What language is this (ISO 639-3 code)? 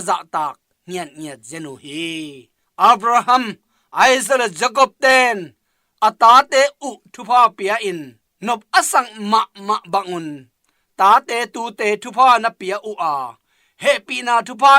ctd